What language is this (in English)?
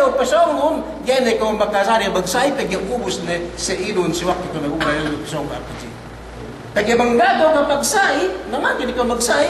Yakan